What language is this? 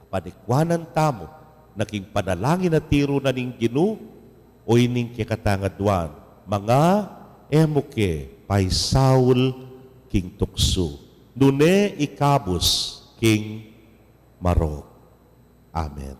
Pampanga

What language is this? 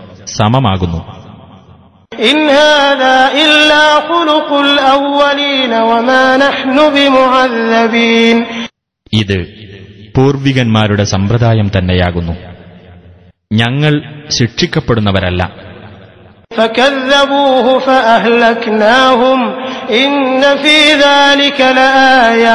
Malayalam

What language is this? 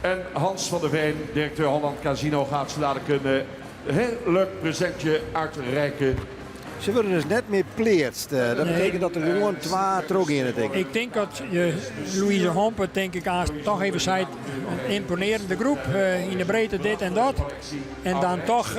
Western Frisian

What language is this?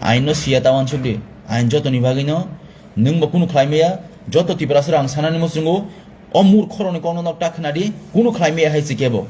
Kok Borok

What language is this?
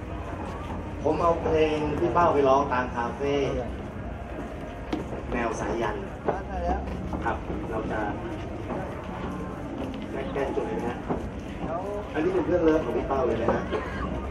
Thai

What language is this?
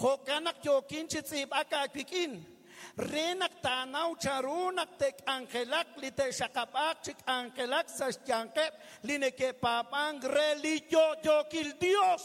Kekchí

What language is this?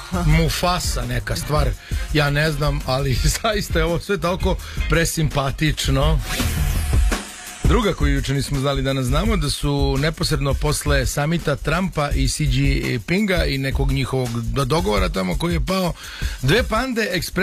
Serbian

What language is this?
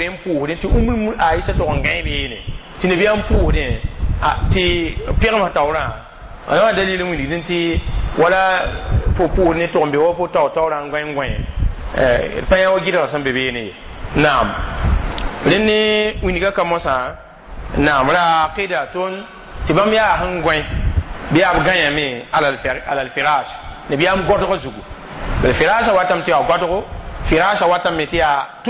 Mossi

